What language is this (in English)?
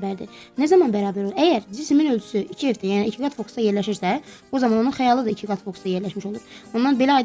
Azerbaijani